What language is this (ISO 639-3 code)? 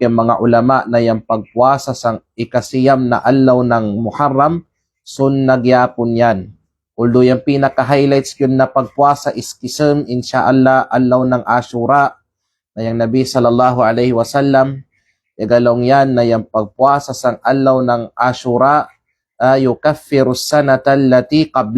kqe